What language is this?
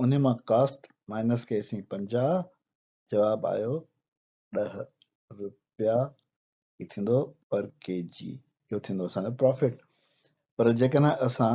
Sindhi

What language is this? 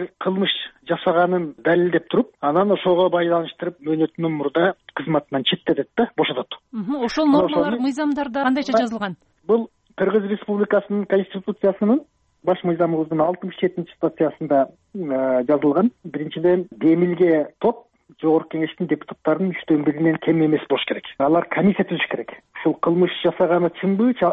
Kyrgyz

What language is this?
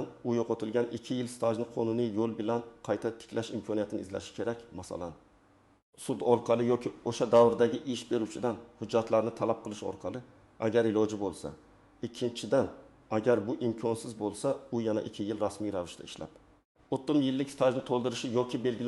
Uzbek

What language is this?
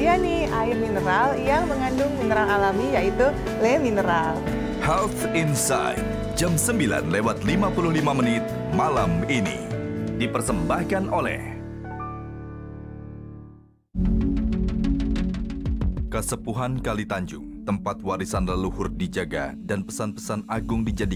Indonesian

